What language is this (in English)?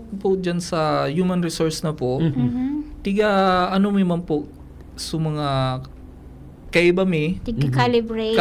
Bikol